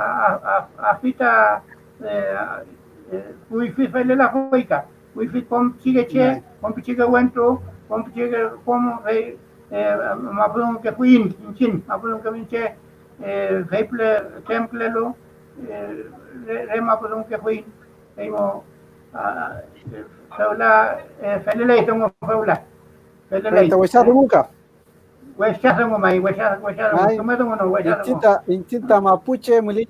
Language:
Mapuche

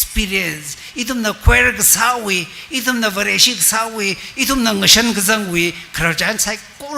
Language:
Tangkhul Naga (India)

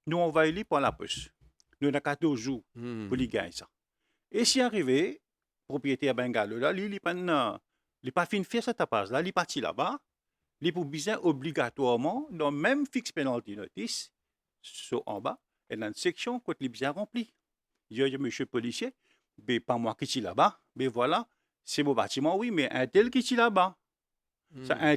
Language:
Morisyen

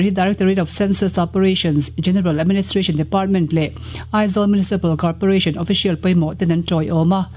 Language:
Mizo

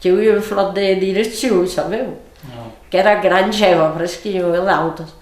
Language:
Occitan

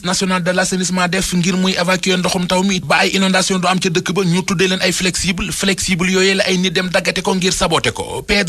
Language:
Wolof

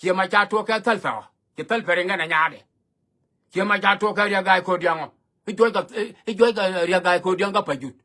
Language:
Nuer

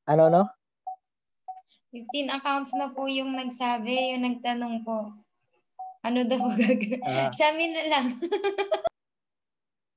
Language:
Filipino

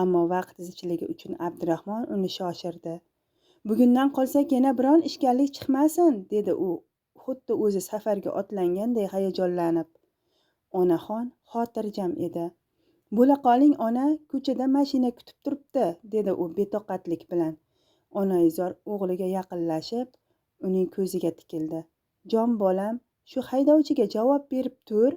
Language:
Uzbek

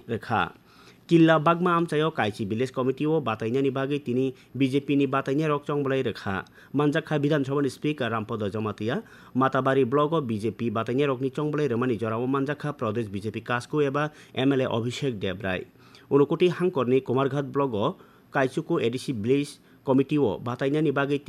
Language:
Kok Borok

